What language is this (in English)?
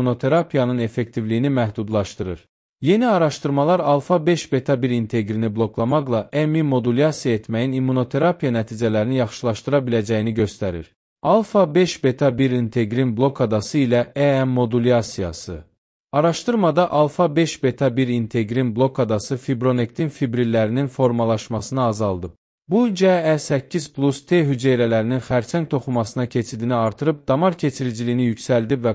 Azerbaijani